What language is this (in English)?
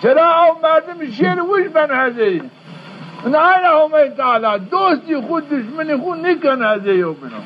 Zaza